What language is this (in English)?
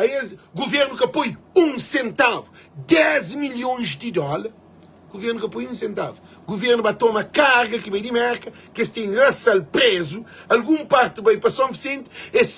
Kabuverdianu